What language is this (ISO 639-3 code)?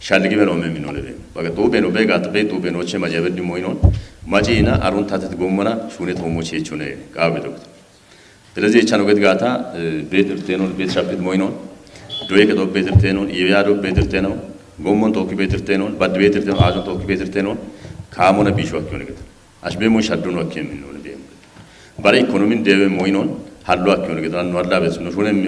kbr